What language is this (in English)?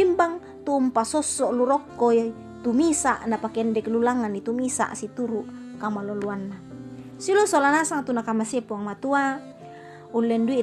Toraja-Sa'dan